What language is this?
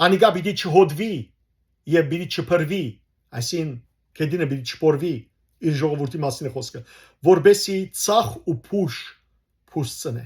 Western Armenian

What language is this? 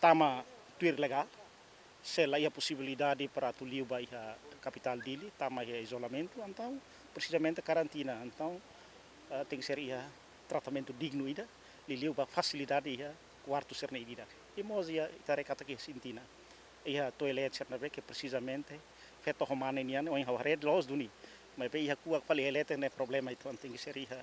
Tetum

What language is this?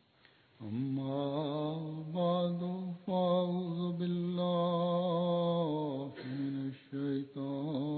Bangla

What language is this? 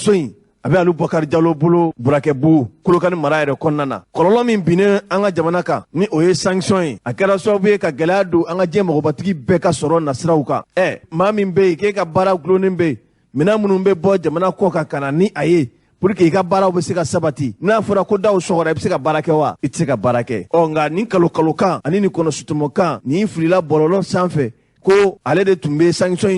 Bambara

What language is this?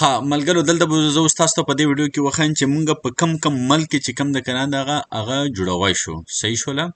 Pashto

